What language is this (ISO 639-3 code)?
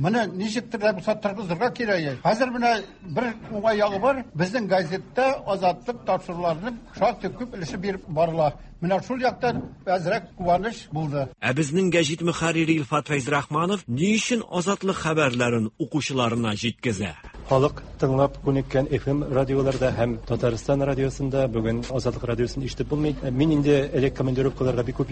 tat